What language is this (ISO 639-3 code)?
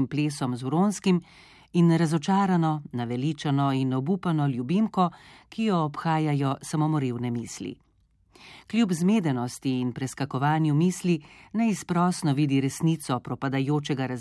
slv